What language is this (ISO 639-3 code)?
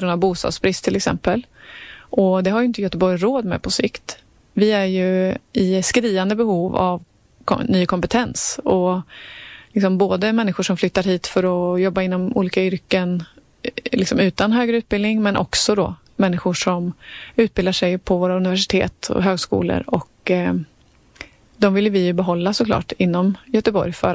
swe